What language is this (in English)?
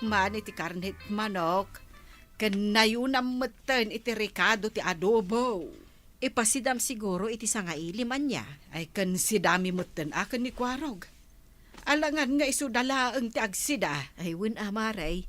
Iloko